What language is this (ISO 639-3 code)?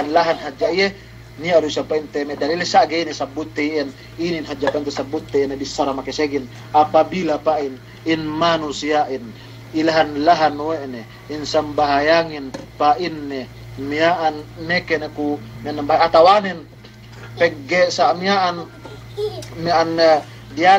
yka